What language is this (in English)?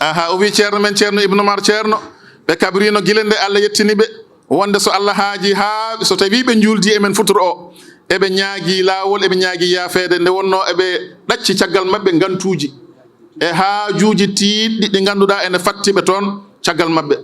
Fula